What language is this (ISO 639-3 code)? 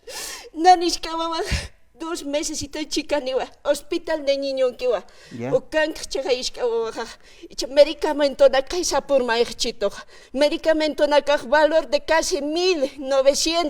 aym